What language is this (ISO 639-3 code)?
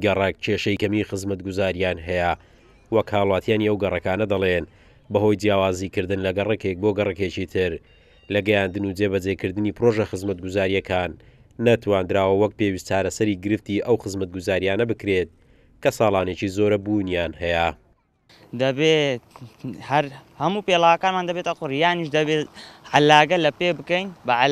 ckb